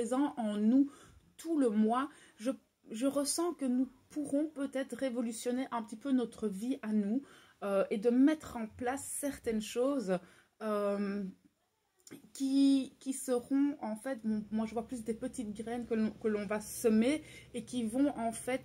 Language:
French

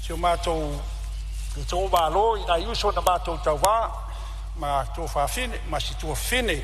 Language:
Samoan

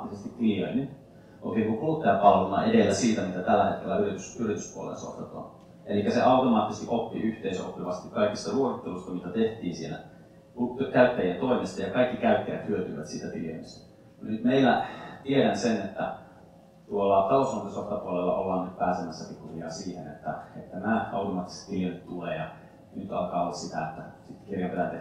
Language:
Finnish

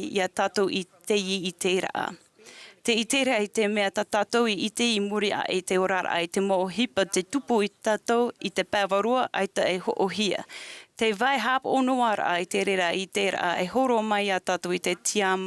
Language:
Tahitian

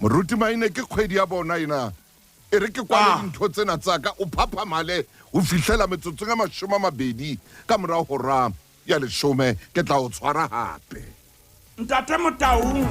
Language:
Southern Sotho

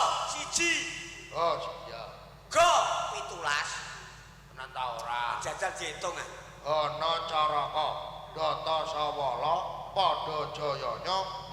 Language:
Javanese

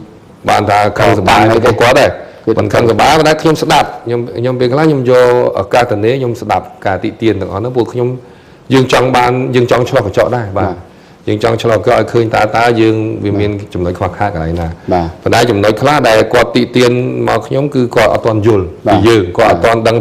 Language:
Khmer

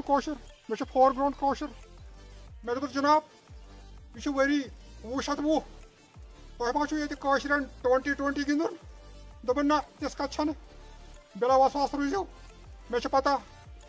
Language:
Kashmiri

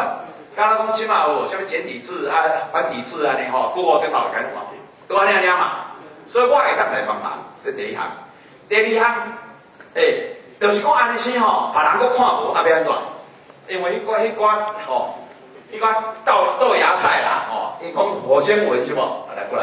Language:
Min Nan Chinese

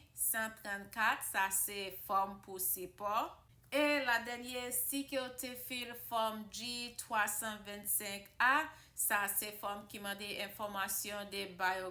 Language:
Haitian Creole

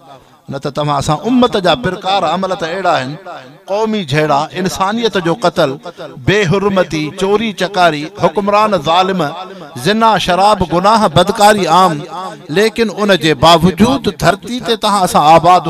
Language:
Sindhi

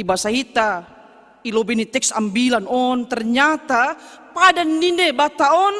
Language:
Batak Simalungun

